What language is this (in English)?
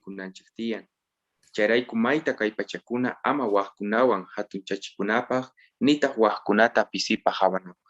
Quechua